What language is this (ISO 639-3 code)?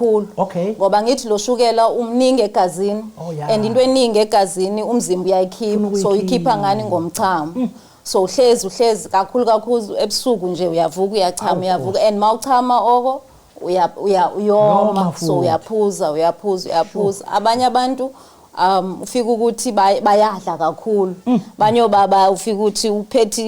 zul